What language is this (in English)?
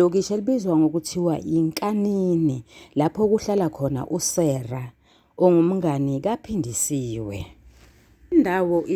Zulu